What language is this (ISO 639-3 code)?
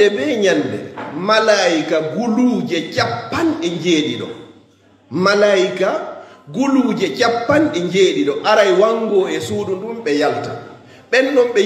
ful